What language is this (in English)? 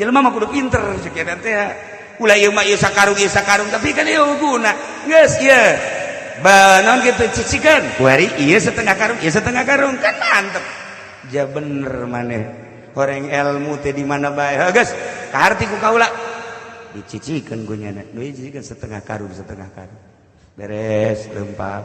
Sundanese